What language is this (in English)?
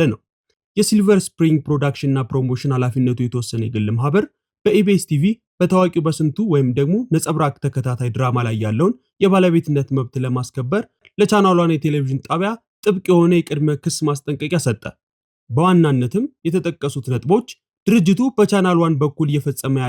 Amharic